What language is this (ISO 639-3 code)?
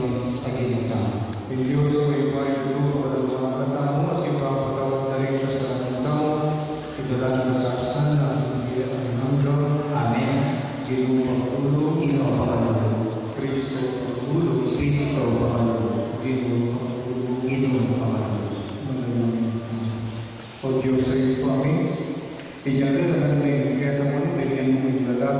pam